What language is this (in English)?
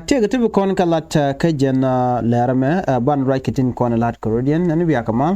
Nuer